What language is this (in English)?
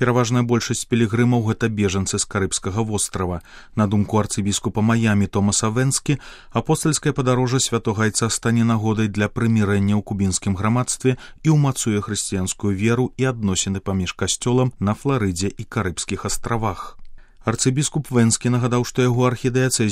Belarusian